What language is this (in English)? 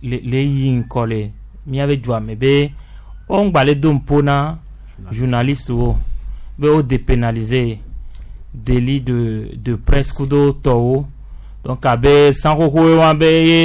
Gen